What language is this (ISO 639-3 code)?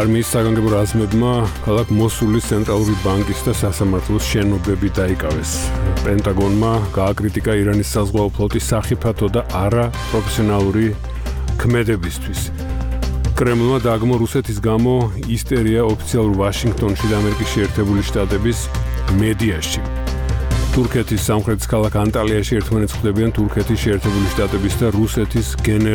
kat